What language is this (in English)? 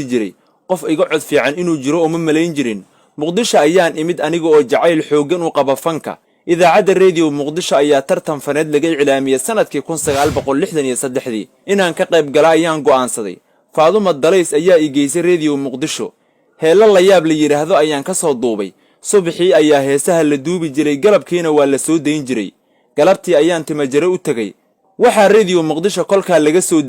Somali